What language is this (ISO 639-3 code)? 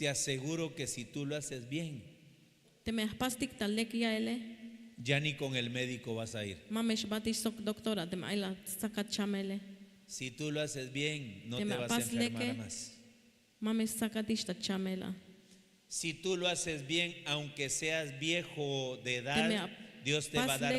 tzh